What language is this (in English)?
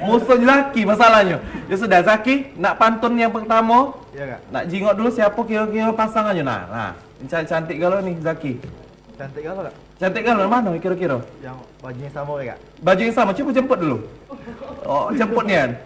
Musi